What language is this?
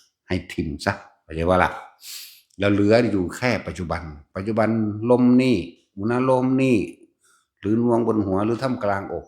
Northeastern Thai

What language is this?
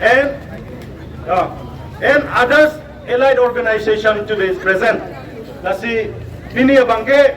Karbi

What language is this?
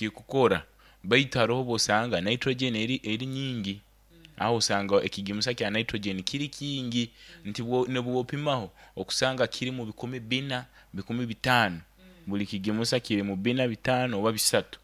Nyoro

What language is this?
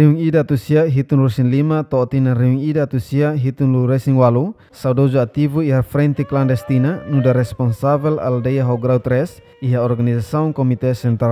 Tetum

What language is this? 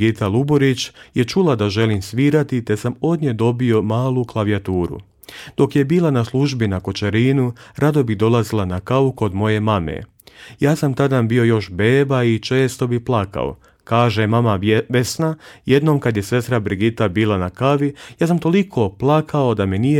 Croatian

